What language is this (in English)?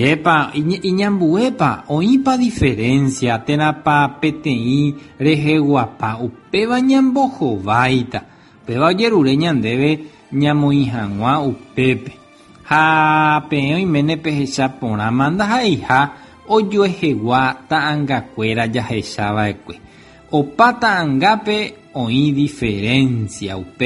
Guarani